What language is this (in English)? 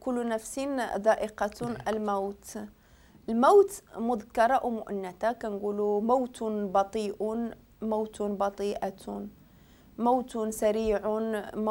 Moroccan Arabic